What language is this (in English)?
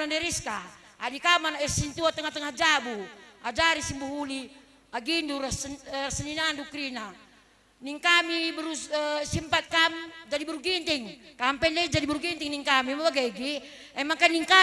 Batak Karo